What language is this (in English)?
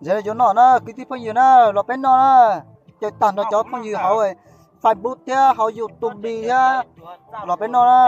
Hmong